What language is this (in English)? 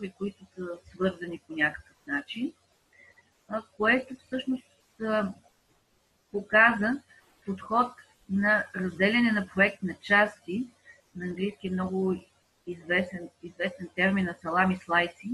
Bulgarian